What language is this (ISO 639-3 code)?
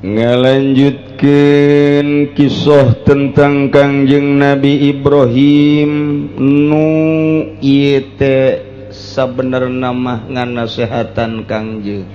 sun